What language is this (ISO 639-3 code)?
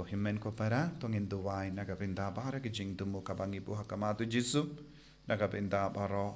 kha